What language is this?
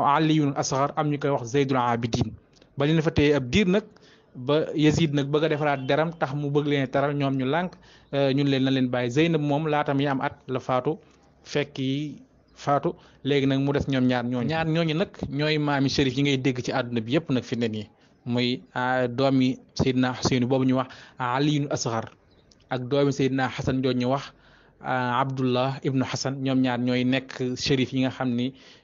Wolof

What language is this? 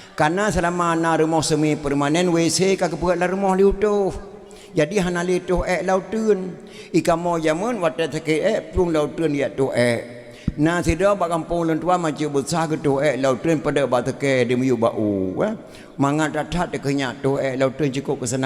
Achinese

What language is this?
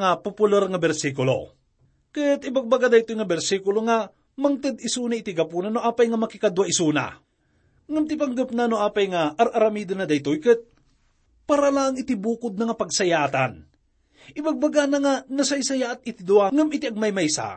Iloko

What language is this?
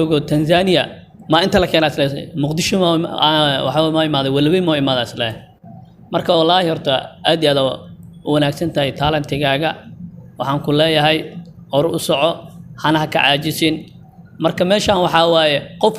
Somali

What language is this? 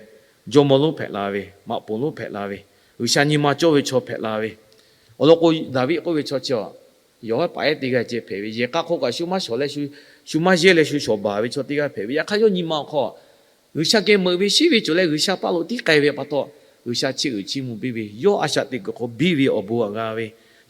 Lahu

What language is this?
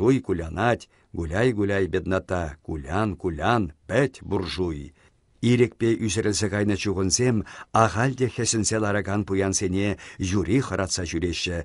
Chuvash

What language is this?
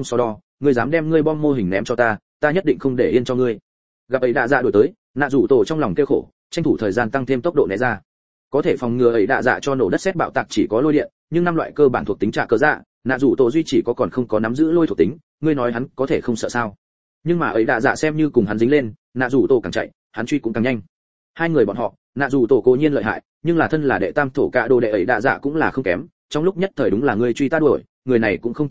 Vietnamese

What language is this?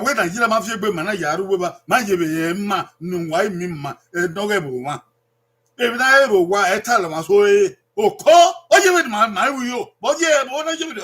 Bini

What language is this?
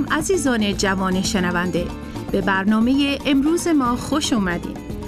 Persian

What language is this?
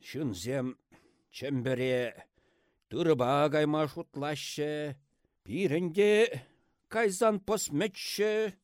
Chuvash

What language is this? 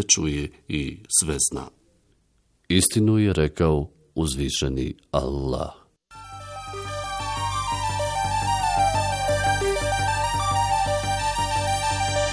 Bosnian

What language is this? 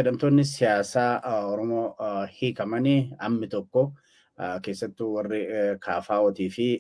Oromo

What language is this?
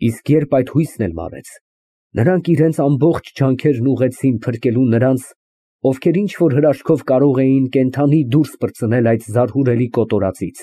Armenian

